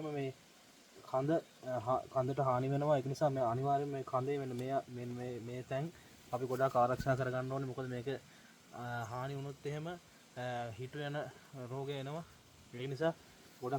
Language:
Sinhala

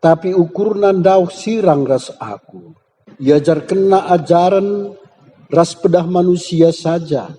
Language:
Batak Karo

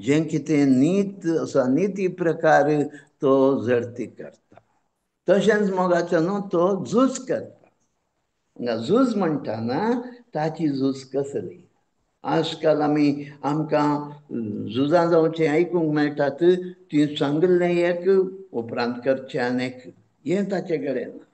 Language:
Konkani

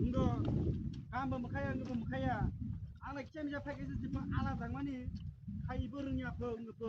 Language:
Kok Borok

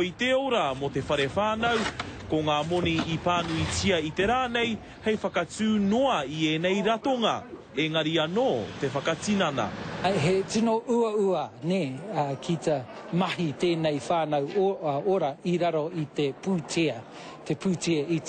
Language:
Māori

